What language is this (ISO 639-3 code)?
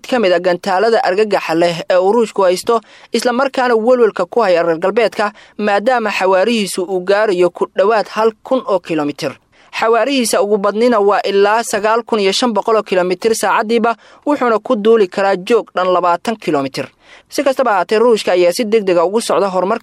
som